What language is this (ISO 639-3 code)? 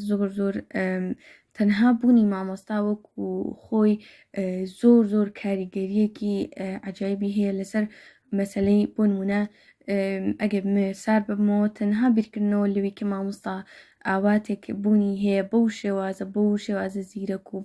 ckb